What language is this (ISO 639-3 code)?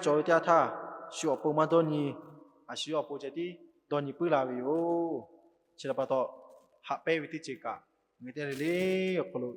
lhu